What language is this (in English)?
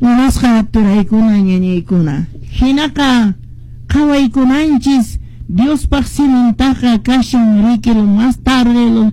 Quechua